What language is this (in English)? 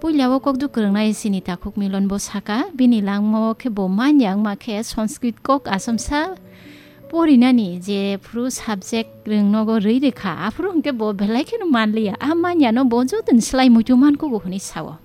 Kok Borok